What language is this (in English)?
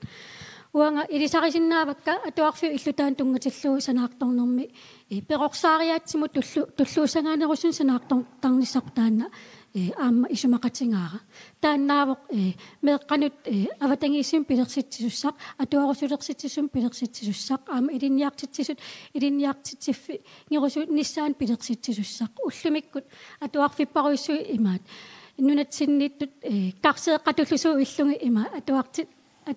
Kalaallisut